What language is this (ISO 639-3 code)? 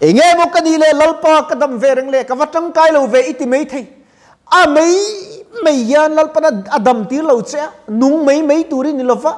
lus